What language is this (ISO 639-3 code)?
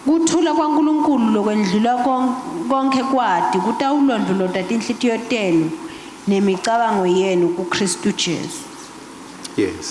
ssw